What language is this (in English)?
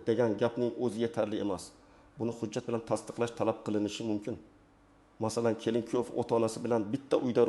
Uzbek